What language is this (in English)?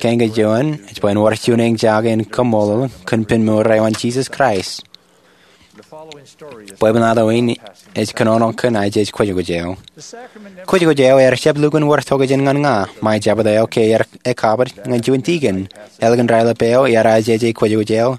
Marshallese